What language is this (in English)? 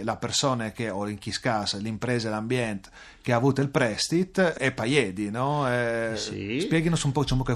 Friulian